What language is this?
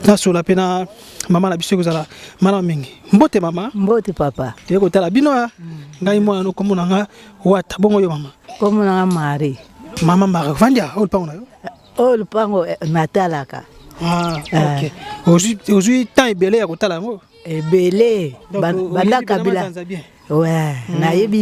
Lingala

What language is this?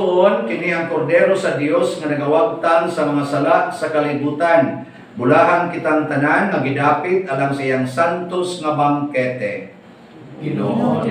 Cebuano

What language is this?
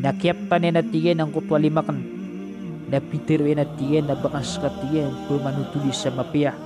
Maranao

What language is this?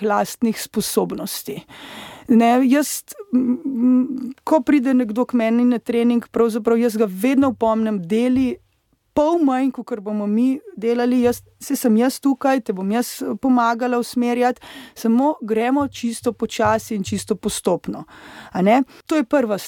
Slovenian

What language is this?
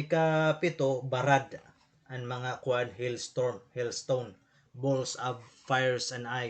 Waray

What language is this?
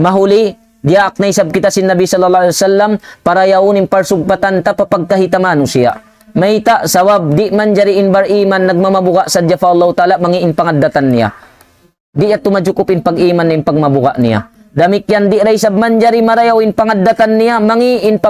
Tausug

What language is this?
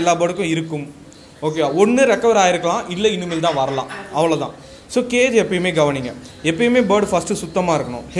Tamil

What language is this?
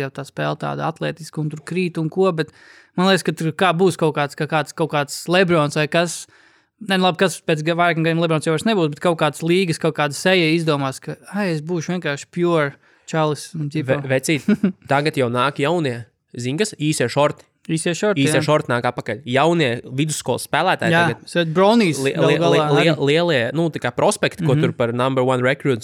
Latvian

